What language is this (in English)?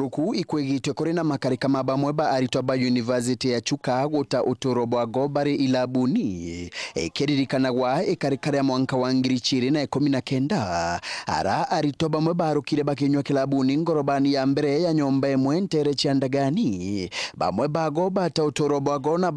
Meru